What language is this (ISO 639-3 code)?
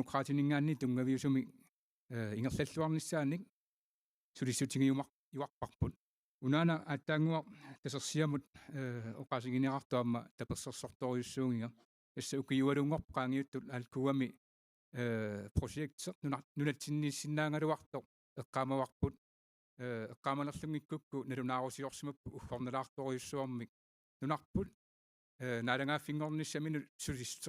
kal